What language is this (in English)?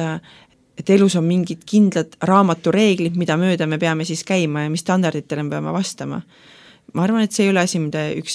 Estonian